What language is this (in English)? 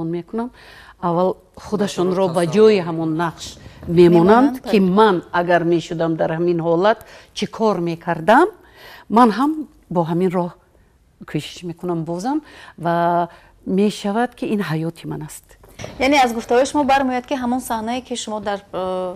Tajik